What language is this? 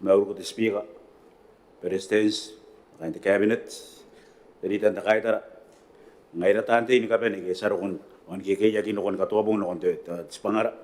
Gilbertese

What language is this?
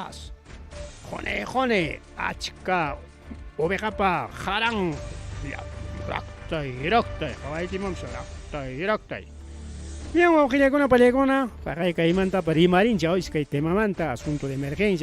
Ayacucho Quechua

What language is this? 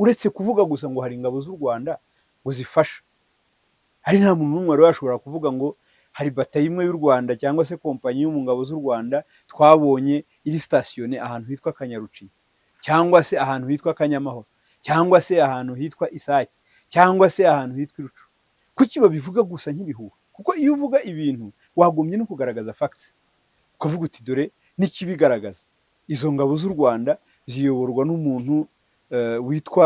Kinyarwanda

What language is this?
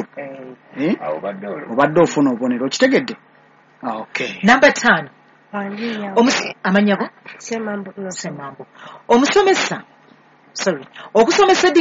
Ganda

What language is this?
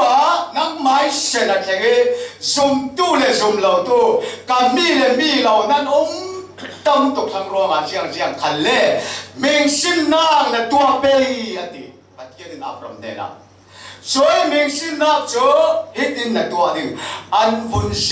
Falam Chin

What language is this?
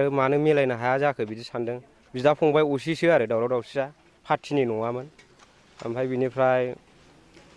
Bodo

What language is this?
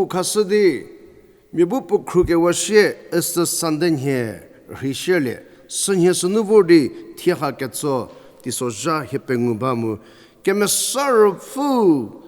Angami Naga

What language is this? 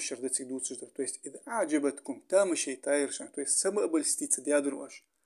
Ingush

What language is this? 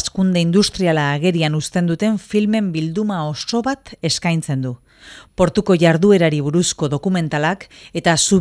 Basque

